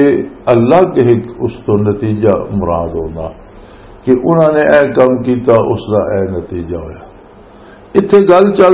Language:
Western Panjabi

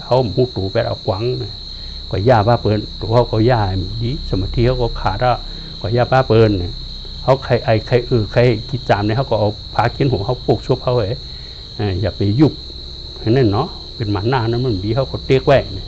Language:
Shan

